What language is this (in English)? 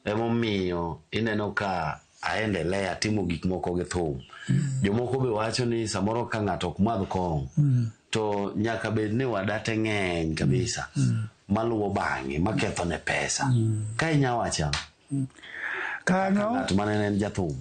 Luo (Kenya and Tanzania)